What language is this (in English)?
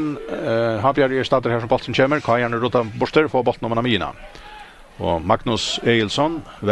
Faroese